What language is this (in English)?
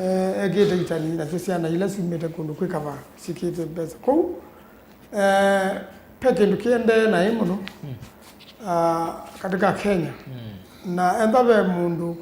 Kamba